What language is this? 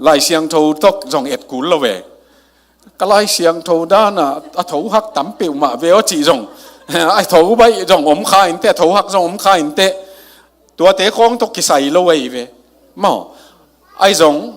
Tedim Chin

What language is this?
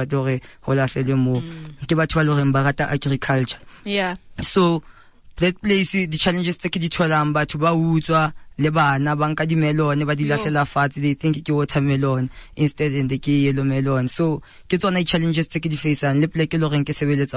Southern Sotho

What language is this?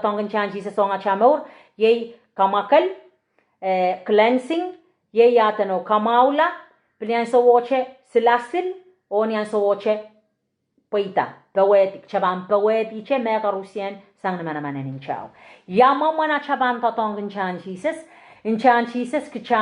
Pohnpeian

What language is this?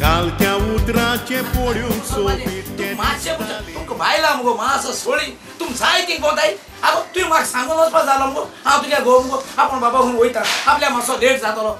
Konkani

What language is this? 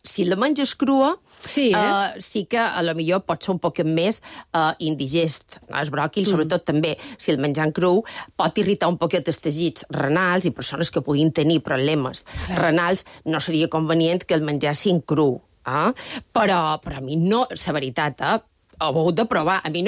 Catalan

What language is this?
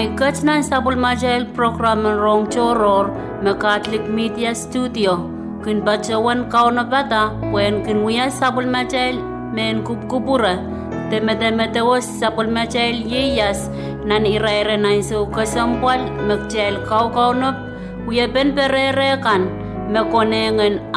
Pohnpeian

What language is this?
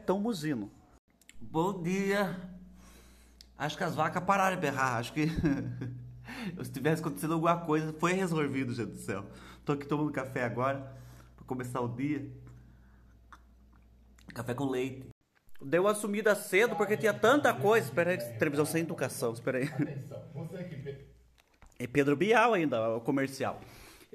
Portuguese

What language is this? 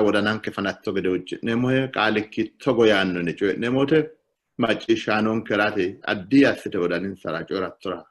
Sidamo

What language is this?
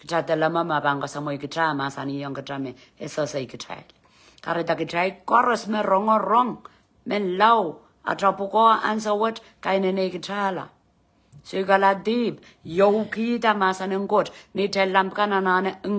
Pohnpeian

